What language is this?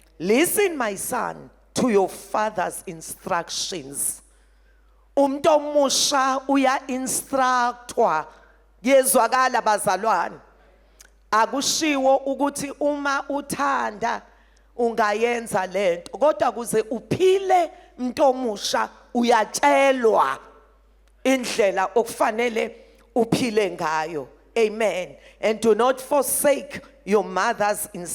Zulu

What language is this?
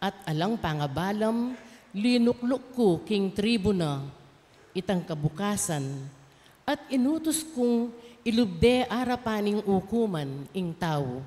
Pampanga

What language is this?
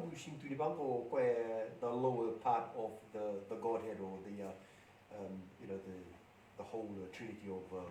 Fijian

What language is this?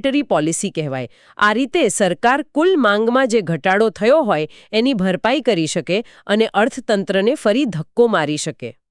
Gujarati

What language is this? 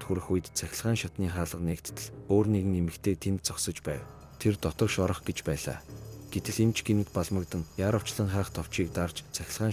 Mongolian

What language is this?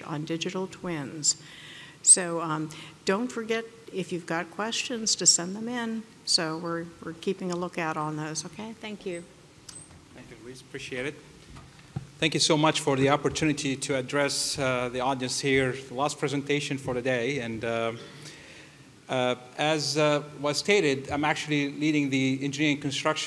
English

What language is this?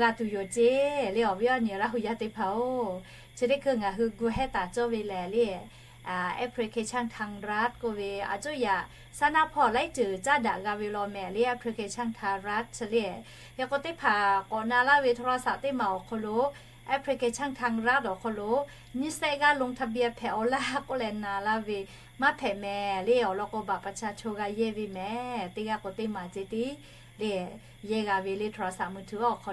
Lahu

